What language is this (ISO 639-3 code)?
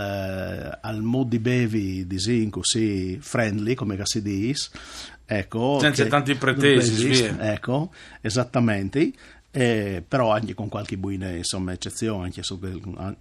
fur